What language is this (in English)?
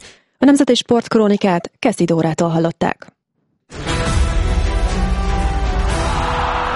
Hungarian